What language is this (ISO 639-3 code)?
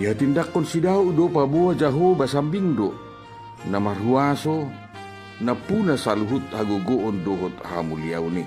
bbc